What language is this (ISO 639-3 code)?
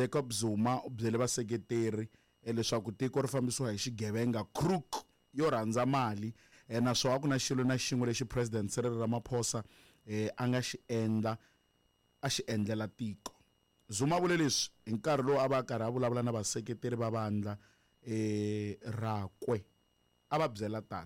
tso